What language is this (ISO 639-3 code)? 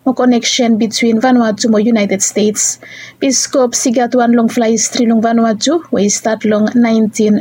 bis